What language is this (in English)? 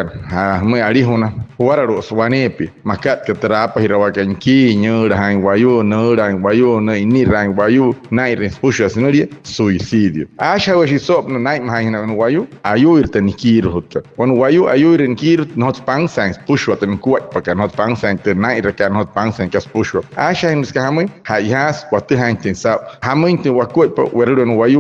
Wayuu